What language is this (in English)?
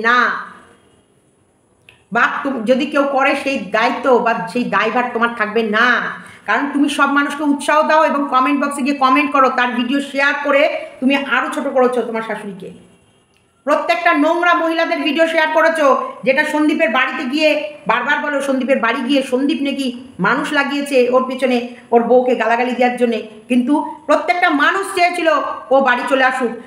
Bangla